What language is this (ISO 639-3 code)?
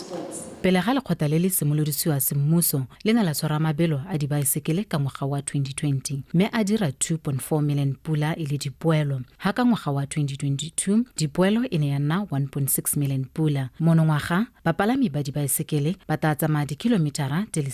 tsn